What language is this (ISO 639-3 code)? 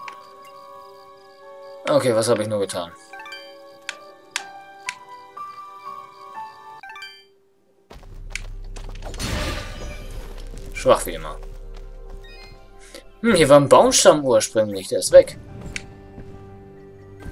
deu